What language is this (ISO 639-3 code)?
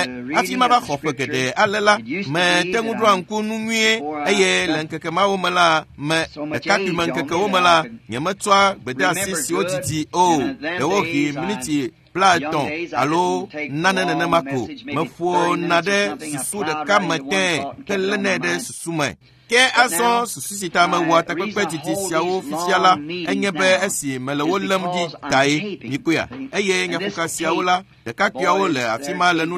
ewe